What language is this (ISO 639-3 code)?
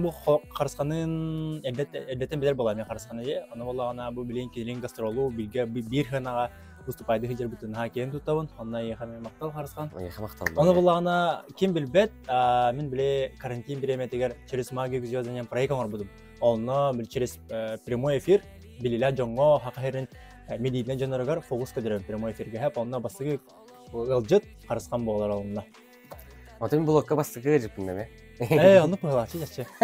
sah